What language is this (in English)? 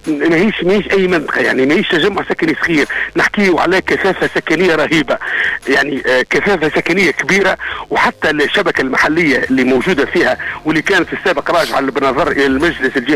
Tunisian Arabic